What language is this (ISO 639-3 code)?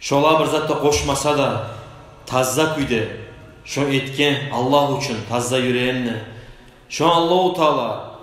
kum